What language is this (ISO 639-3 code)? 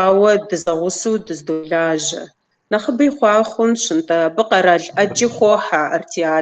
kbd